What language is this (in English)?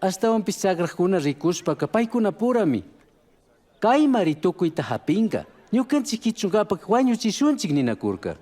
Chimborazo Highland Quichua